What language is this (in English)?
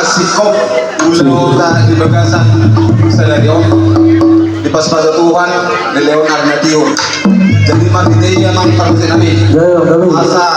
Batak Toba